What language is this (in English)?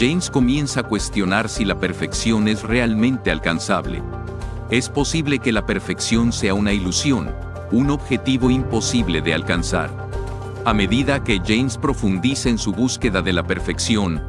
Spanish